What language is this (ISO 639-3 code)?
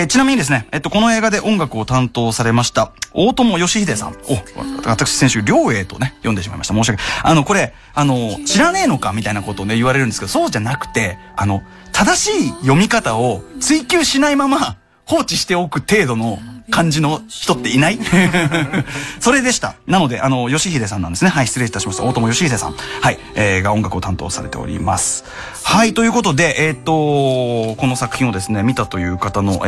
jpn